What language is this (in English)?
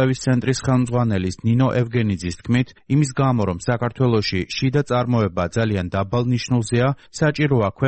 Georgian